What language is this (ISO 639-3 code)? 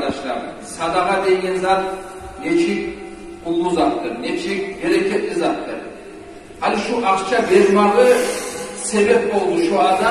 kum